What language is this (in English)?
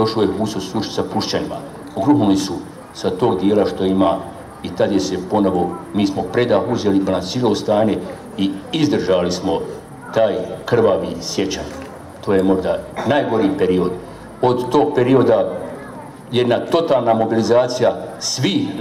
Bosnian